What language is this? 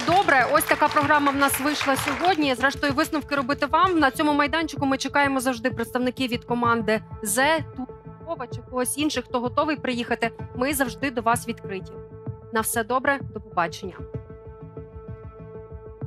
Ukrainian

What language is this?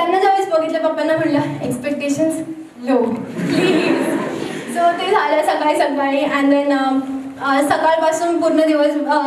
Marathi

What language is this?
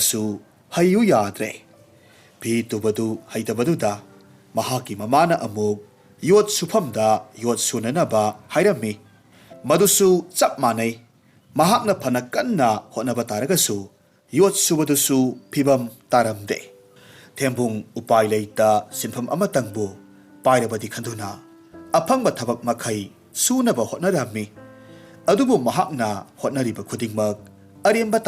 Manipuri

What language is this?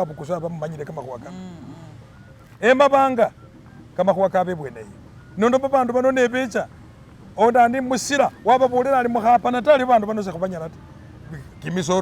Masaaba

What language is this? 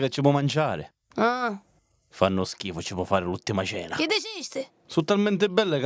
Sicilian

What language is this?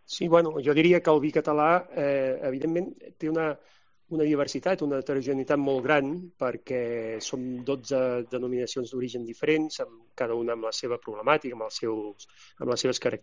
Catalan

